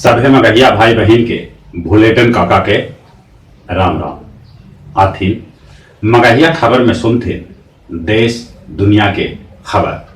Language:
Magahi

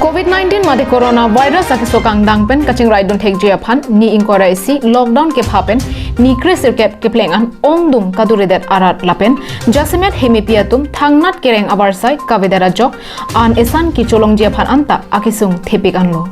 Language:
Karbi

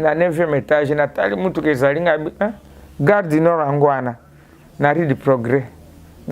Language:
Lingala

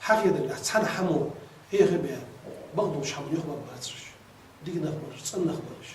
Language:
Ingush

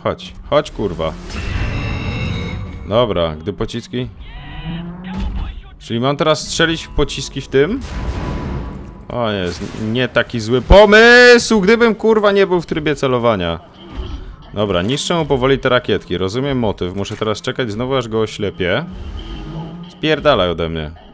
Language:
Polish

